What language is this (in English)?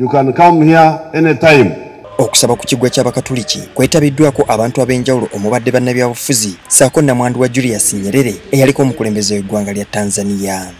Ganda